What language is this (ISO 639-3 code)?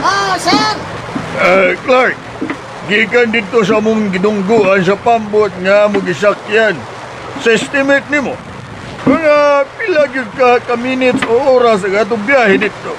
ceb